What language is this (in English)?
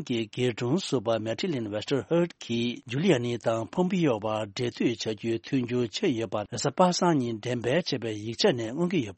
Tibetan